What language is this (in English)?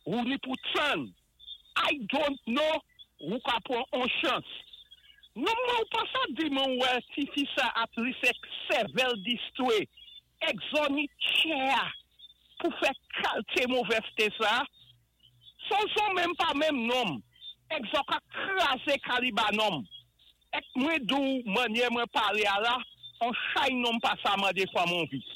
Saint Lucian Creole French